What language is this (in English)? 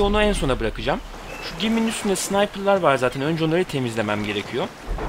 Turkish